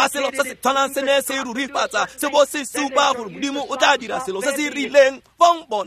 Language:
Tswana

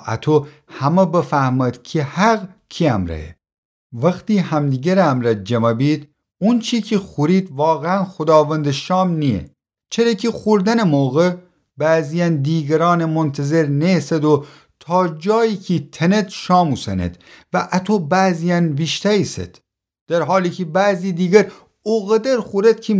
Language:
Gilaki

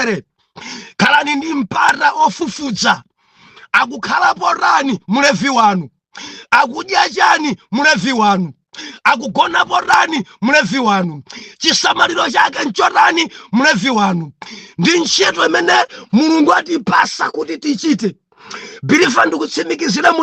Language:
Nyanja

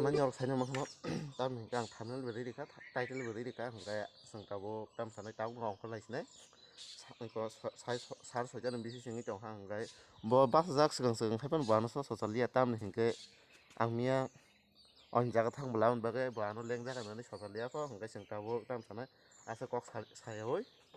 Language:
Kok Borok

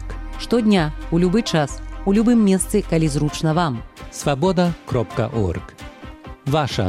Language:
Belarusian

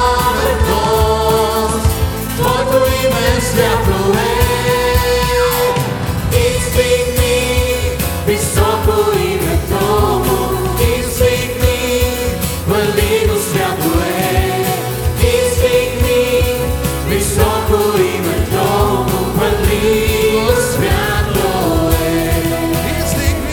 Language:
Bulgarian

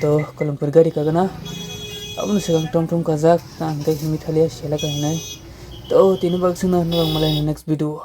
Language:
Kok Borok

